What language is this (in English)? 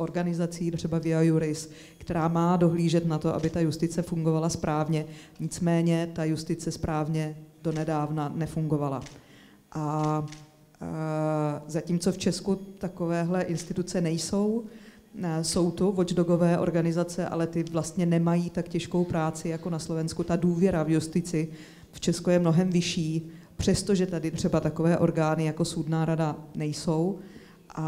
Czech